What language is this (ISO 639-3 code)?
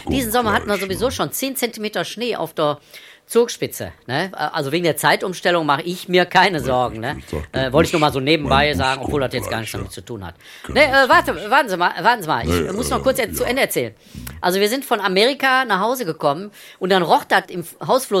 deu